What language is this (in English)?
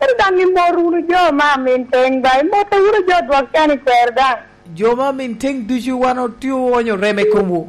Lango (Uganda)